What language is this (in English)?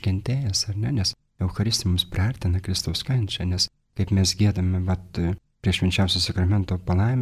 Lithuanian